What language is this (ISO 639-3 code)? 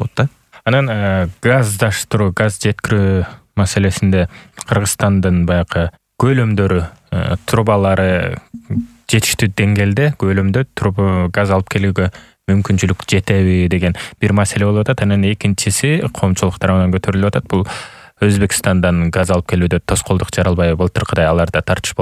kir